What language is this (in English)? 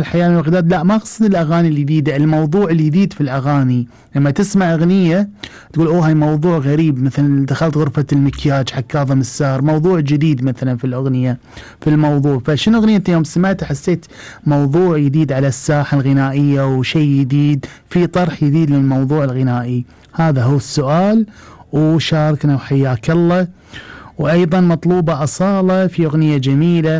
Gulf Arabic